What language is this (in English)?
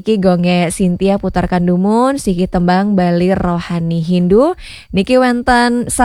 Balinese